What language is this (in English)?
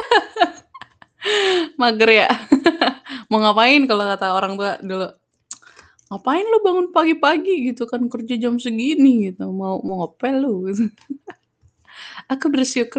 Indonesian